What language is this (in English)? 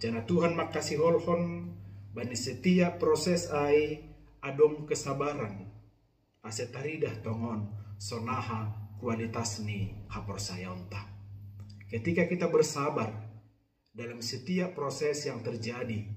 Batak Simalungun